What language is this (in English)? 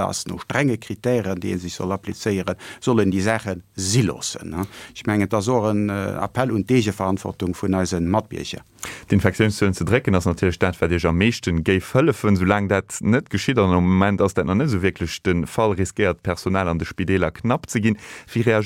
Luxembourgish